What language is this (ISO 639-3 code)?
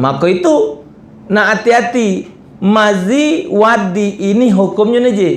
mui